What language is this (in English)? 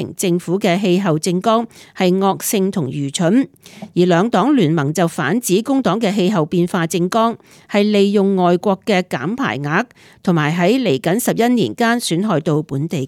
Cantonese